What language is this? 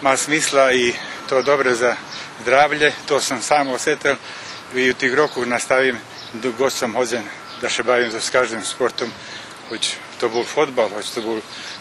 Rusyn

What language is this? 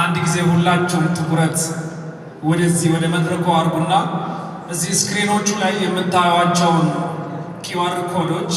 Amharic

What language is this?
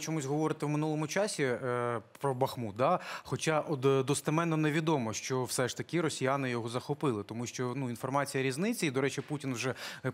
Ukrainian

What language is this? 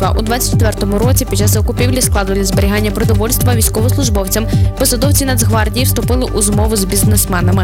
Ukrainian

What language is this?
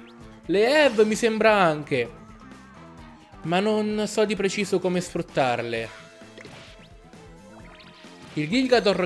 Italian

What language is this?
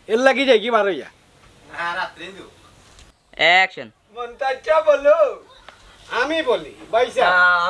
Sylheti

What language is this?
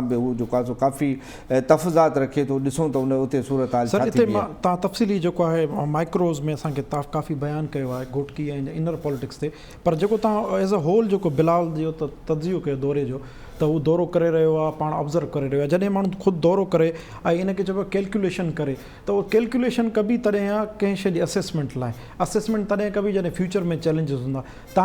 Sindhi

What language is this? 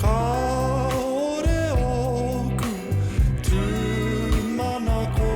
Māori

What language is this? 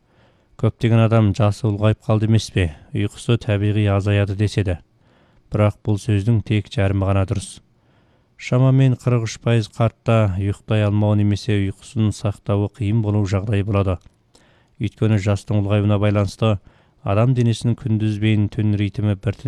Kazakh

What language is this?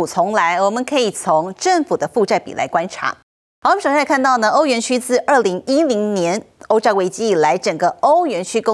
Chinese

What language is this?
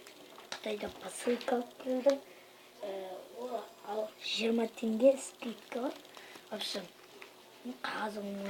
Kazakh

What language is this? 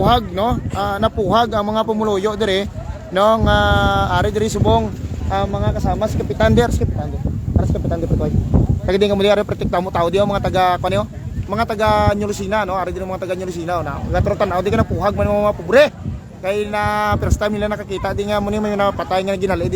Hiligaynon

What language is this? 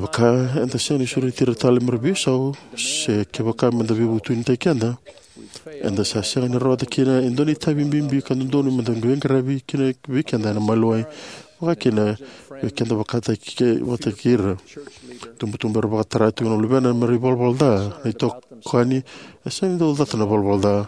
Fijian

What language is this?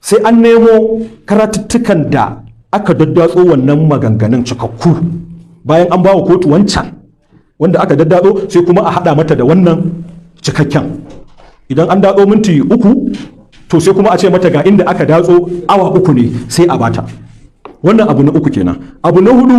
Hausa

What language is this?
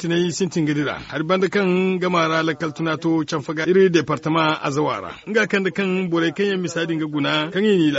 Zarma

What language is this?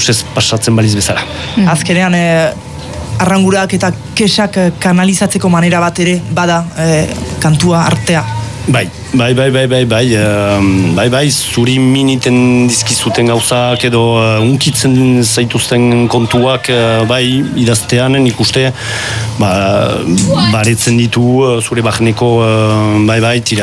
Basque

